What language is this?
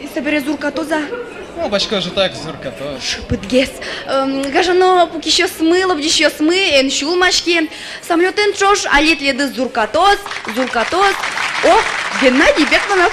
Udmurt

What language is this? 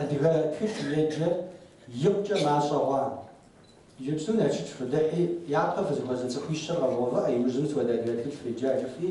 Kabardian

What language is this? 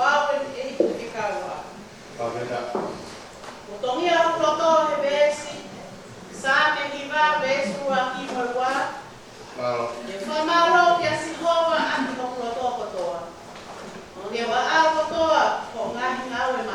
Tongan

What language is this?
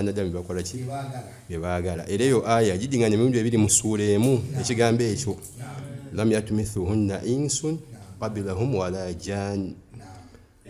Ganda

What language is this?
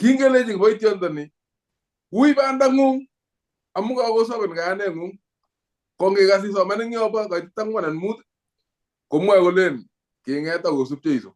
Kalenjin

